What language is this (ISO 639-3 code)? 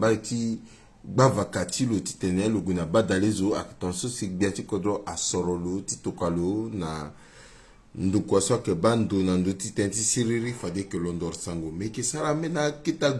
sag